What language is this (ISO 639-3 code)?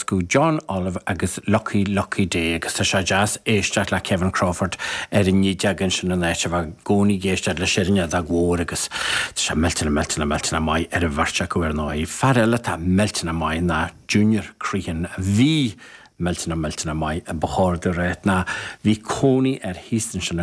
gle